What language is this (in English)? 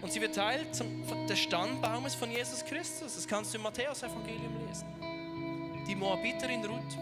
Swiss German